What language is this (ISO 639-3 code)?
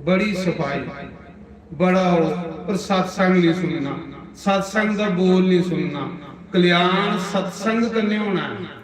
doi